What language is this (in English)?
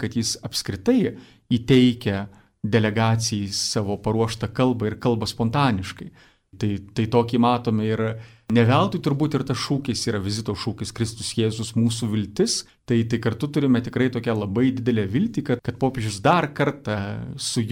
Lithuanian